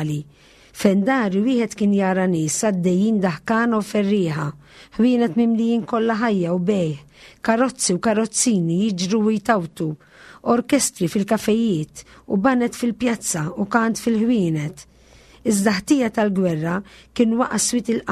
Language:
Maltese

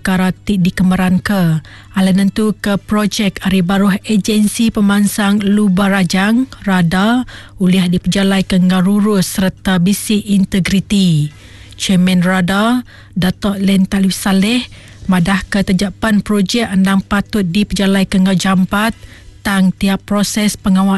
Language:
Iban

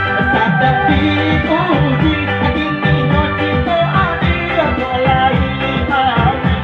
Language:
Minangkabau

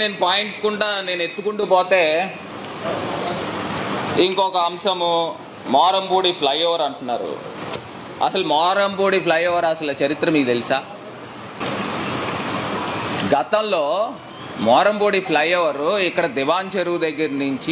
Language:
Telugu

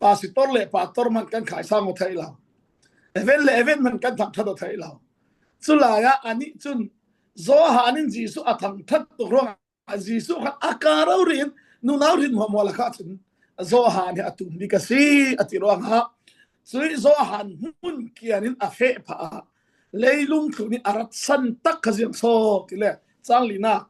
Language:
Falam Chin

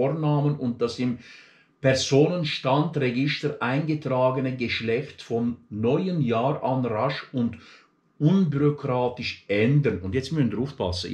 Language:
Swiss German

